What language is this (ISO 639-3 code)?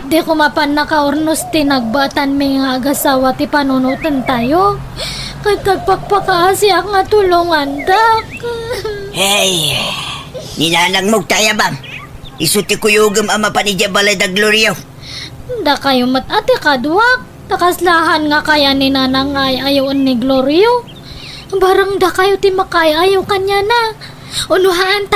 ilo